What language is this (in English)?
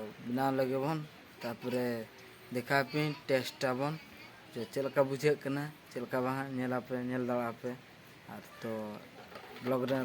Santali